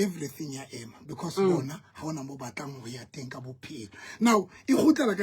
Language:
Southern Sotho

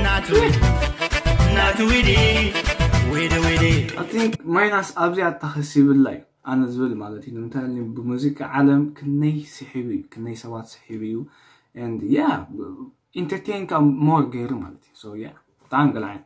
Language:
Tigrinya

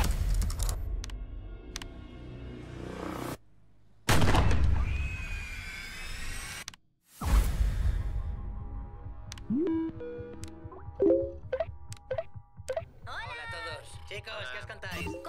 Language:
Spanish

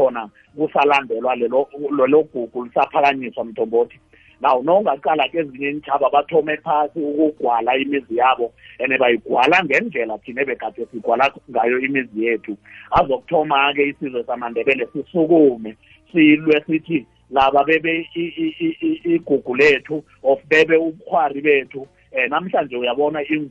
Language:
South Ndebele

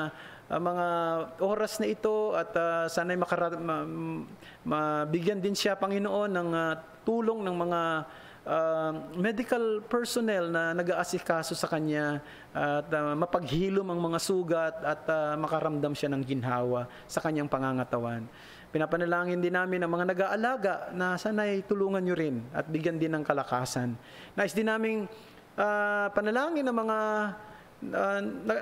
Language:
Filipino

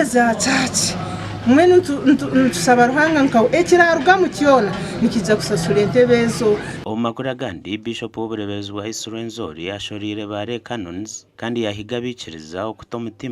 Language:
Nyankole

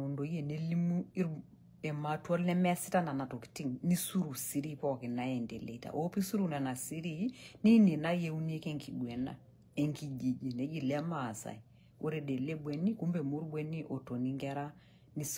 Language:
Masai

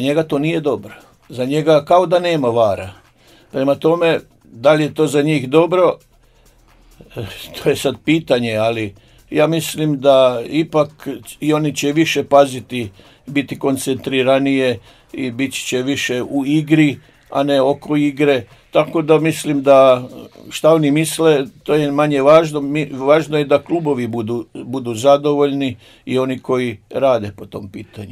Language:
Croatian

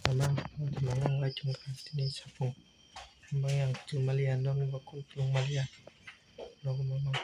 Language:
Kok Borok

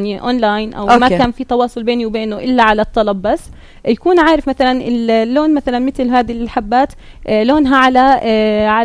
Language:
North Levantine Arabic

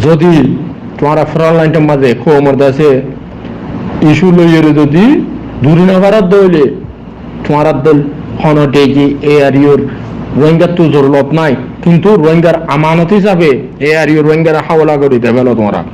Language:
Rohingya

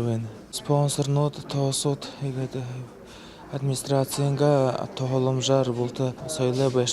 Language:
Buriat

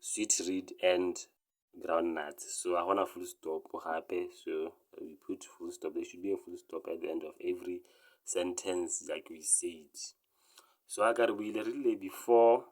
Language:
Tswana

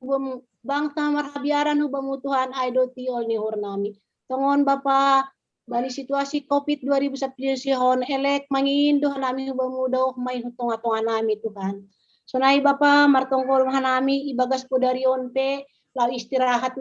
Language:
Batak Simalungun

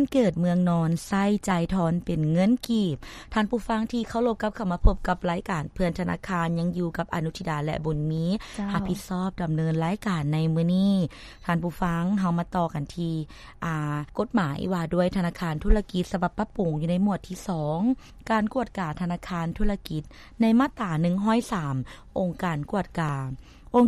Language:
Lao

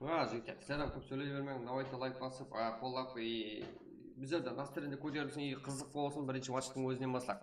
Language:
Kara-Kalpak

